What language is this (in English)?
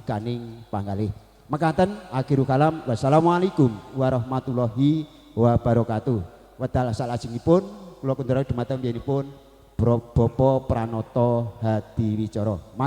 Javanese